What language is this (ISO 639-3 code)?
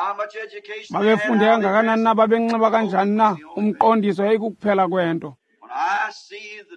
xho